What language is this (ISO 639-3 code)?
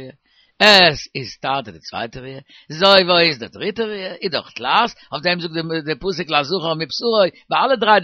yid